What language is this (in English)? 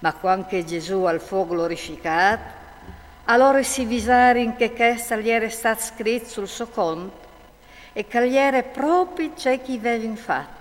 Friulian